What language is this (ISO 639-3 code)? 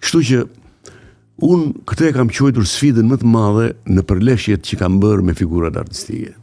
sqi